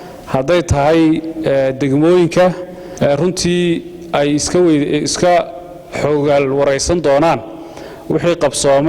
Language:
Somali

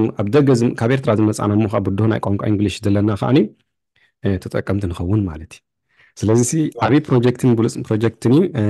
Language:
Tigrinya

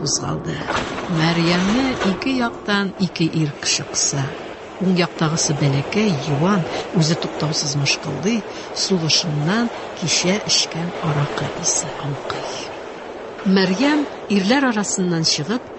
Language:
Tatar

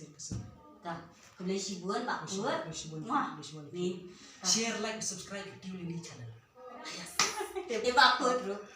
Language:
Khasi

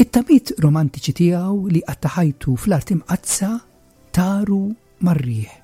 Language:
Maltese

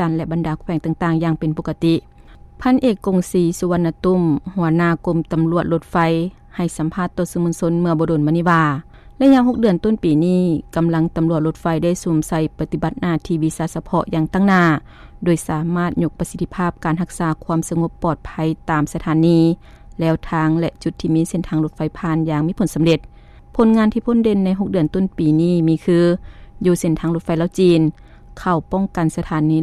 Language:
Lao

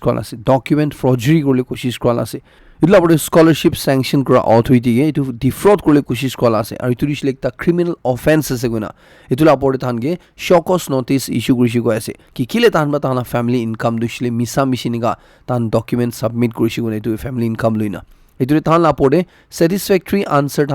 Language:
Naga Pidgin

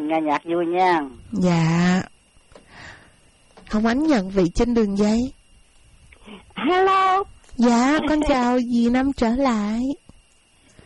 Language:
Vietnamese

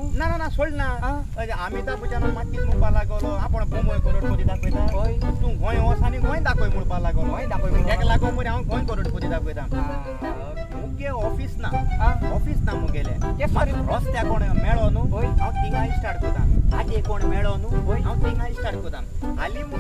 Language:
Konkani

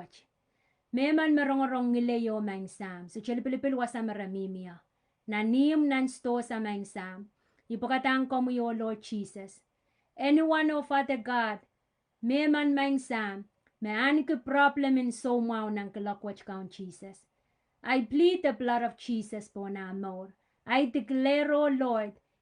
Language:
Pohnpeian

